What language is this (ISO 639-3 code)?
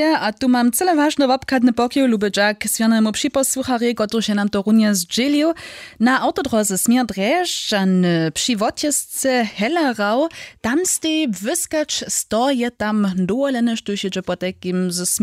hsb